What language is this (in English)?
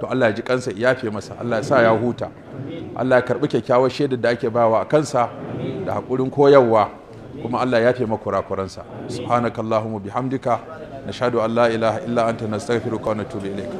Hausa